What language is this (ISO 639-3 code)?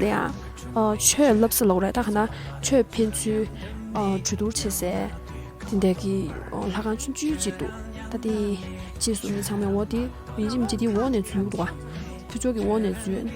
bod